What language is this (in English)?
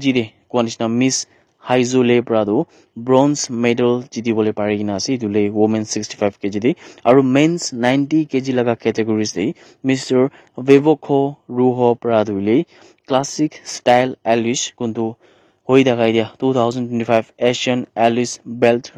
Naga Pidgin